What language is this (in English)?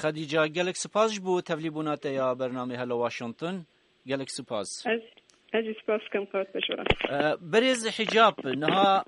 Kurdish